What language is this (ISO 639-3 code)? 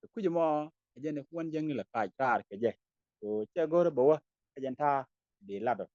nus